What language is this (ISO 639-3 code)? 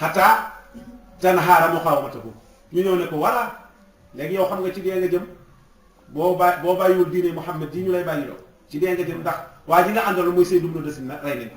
wol